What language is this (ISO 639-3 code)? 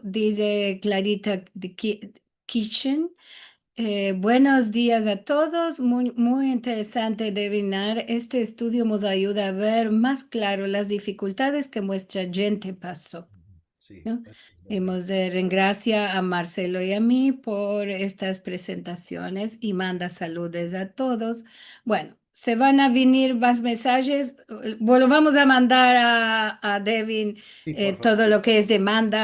lad